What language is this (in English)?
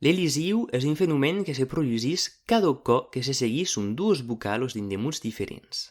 Occitan